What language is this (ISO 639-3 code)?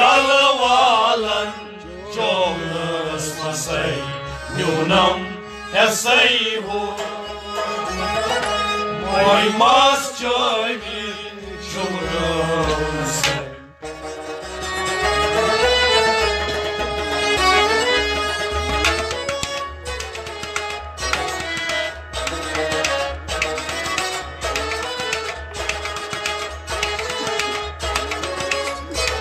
kas